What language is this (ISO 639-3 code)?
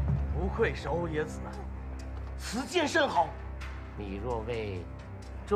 zho